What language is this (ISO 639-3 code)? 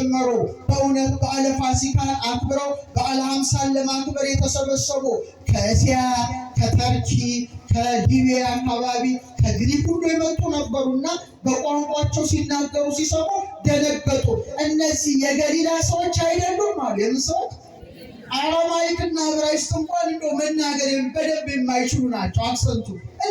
amh